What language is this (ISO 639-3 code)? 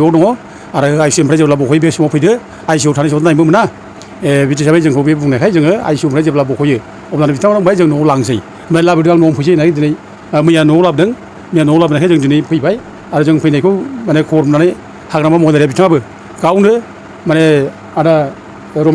brx